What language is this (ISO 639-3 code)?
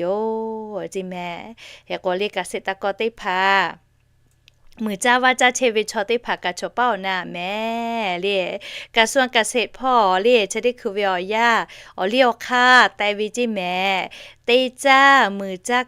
lhu